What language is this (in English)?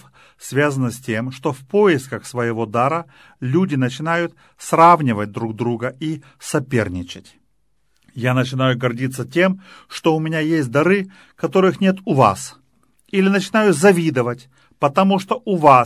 Russian